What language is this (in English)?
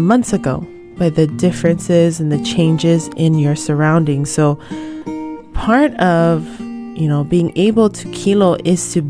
Hawaiian